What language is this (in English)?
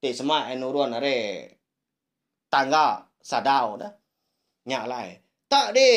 Iban